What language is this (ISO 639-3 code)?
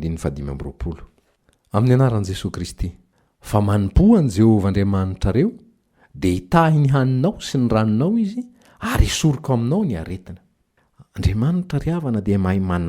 mlg